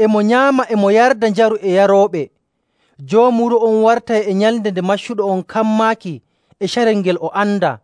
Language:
Nigerian Fulfulde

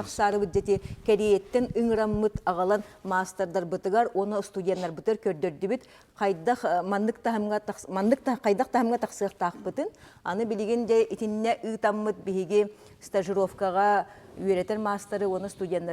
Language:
Yakut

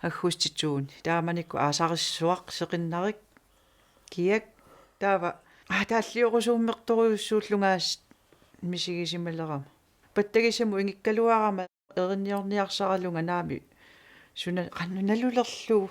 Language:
Kalaallisut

